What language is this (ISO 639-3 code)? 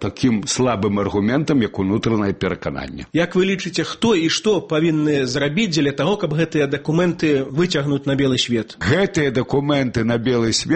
bel